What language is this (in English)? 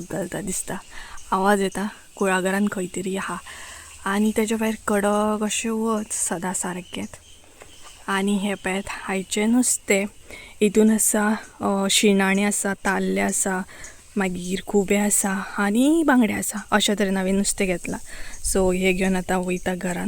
Konkani